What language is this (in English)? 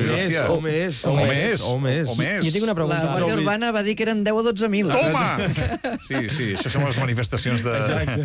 Catalan